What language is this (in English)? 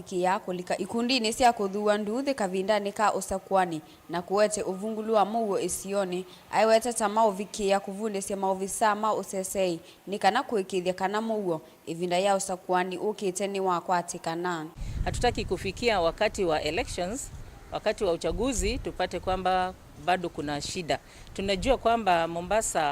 Kamba